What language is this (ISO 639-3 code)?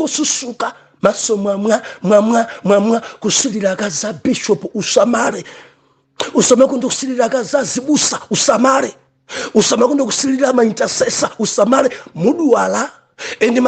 nya